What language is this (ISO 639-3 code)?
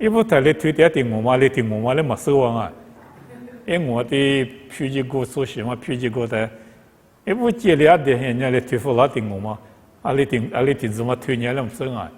lis